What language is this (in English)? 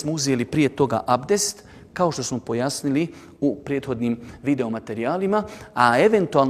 Bosnian